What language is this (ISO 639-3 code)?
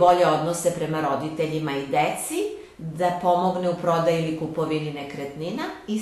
srp